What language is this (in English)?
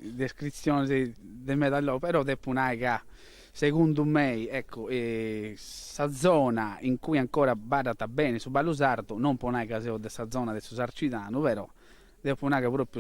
Sardinian